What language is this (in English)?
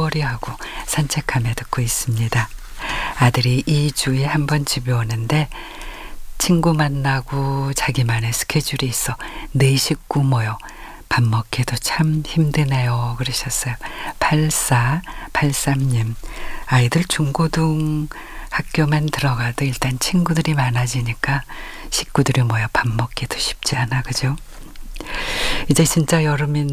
Korean